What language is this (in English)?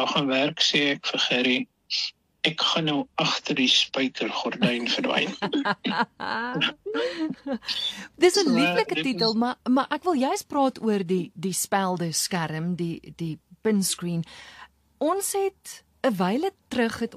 Afrikaans